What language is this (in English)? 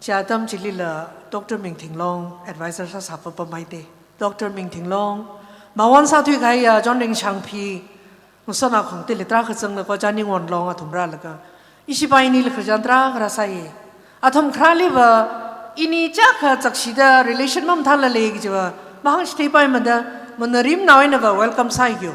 Tangkhul Naga (India)